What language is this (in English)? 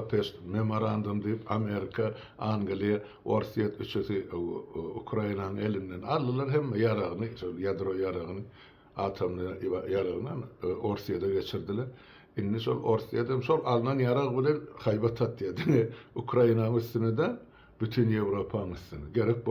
Turkmen